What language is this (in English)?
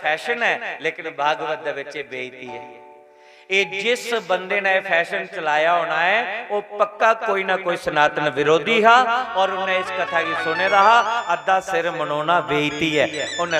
Dogri